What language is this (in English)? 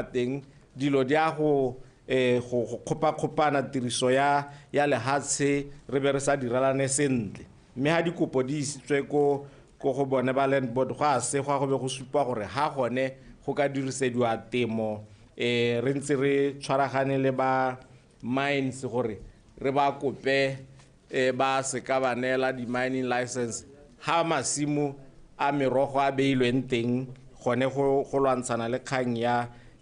Tswana